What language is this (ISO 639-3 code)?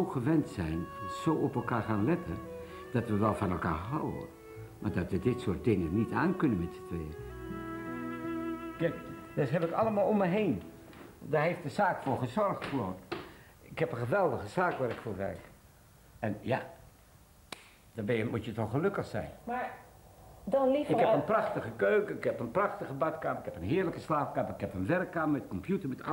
nld